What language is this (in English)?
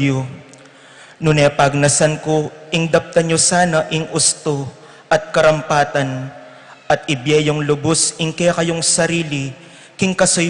Pampanga